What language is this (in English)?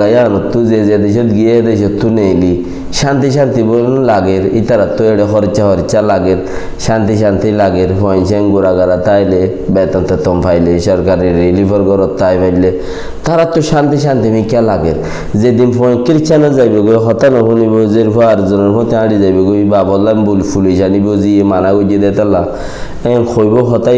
Rohingya